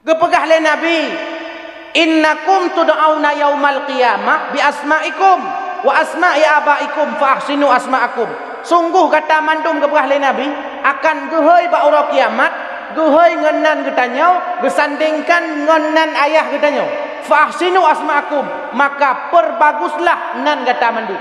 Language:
Achinese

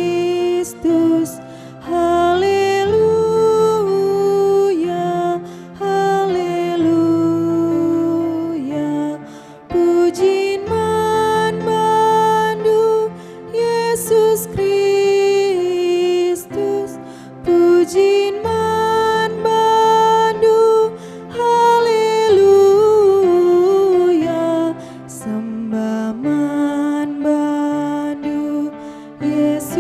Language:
Batak Karo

